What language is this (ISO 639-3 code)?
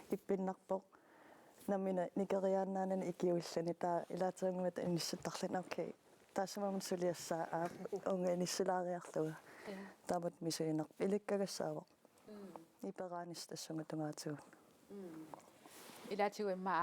kal